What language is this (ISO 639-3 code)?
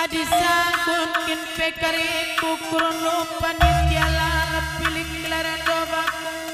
btx